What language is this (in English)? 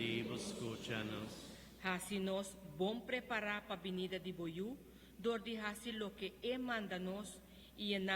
Papiamento